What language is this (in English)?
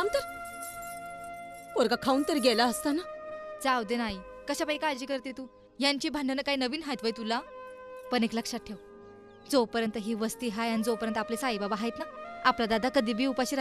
Marathi